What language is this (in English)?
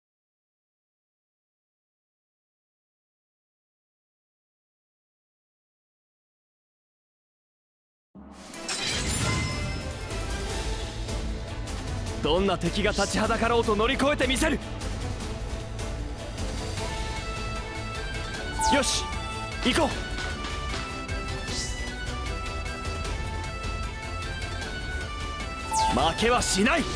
Japanese